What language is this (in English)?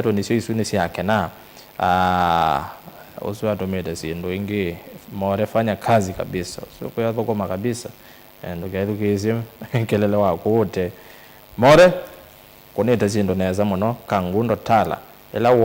Kamba